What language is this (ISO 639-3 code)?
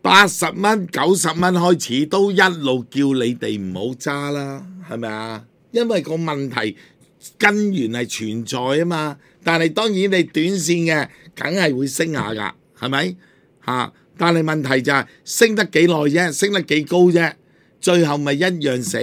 yue